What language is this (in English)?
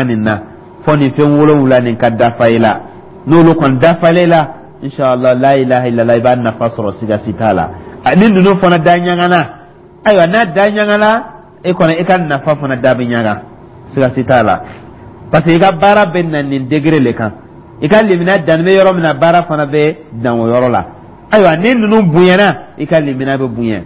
Dyula